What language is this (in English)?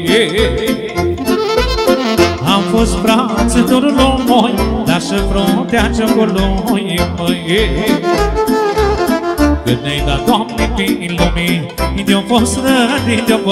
Romanian